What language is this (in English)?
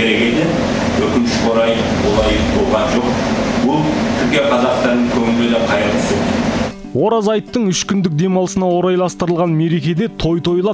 Kazakh